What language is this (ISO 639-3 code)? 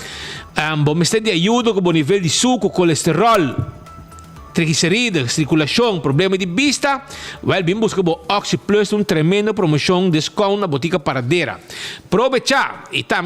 pap